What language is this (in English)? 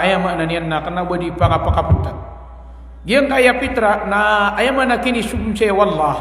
Maranao